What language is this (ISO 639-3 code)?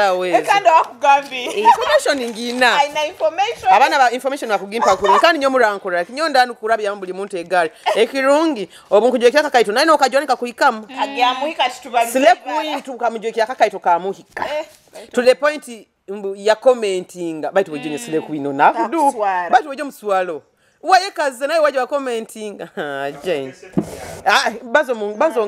nyo